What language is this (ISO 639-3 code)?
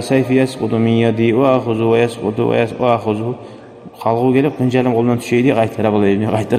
kum